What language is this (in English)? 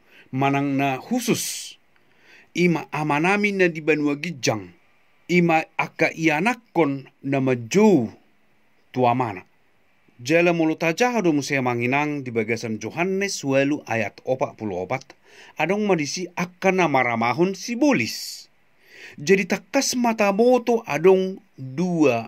Batak Toba